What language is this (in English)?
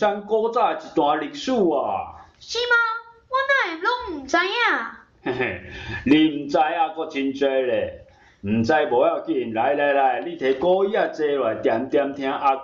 Min Nan Chinese